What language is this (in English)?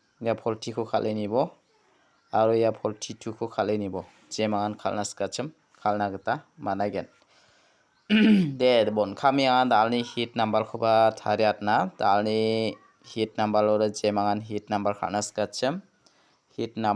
Garo